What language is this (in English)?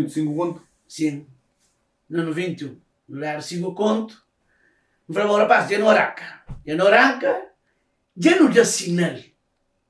Kabuverdianu